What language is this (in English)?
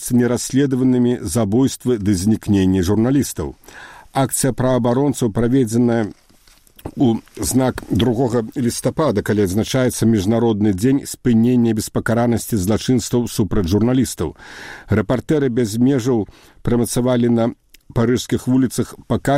Belarusian